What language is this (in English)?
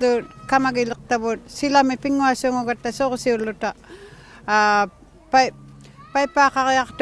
Inuktitut